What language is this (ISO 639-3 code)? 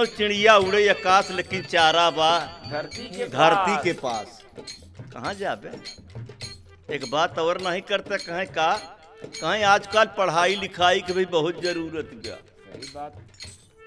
bho